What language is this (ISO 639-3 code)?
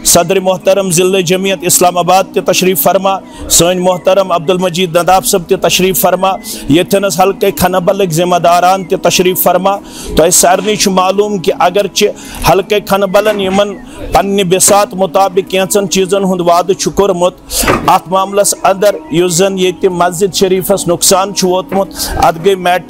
kas